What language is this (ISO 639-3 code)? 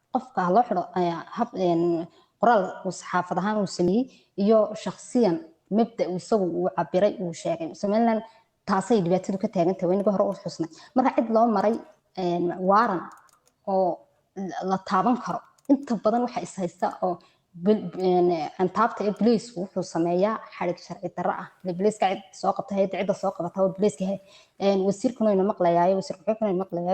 som